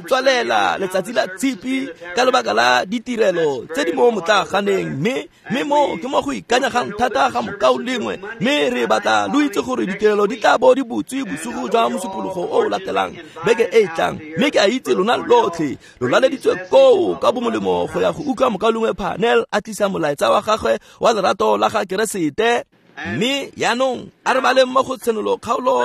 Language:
Tswana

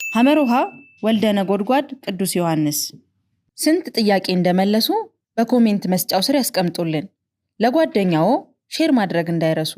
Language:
Amharic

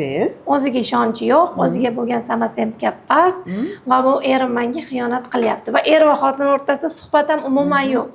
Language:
Uzbek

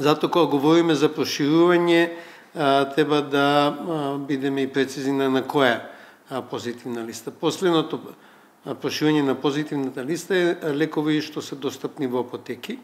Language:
Macedonian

